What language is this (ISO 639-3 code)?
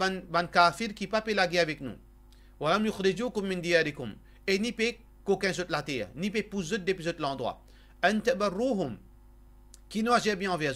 mfe